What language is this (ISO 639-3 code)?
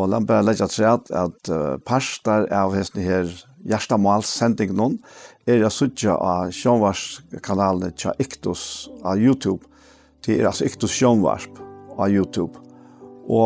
fao